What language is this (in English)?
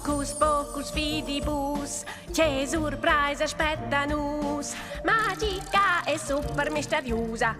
Romansh